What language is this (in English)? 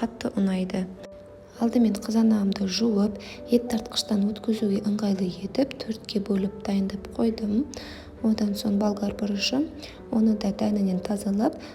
Kazakh